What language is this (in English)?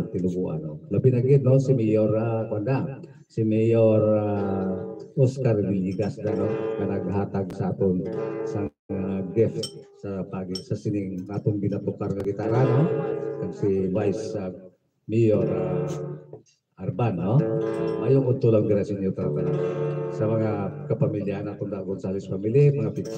Hiligaynon